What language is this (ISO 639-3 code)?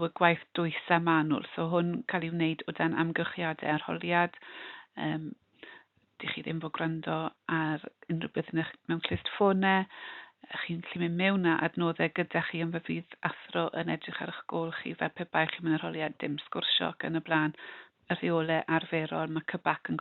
cym